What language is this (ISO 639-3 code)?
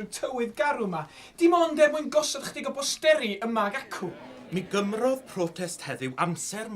cym